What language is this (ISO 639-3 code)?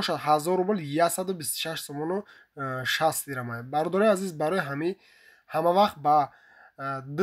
tgk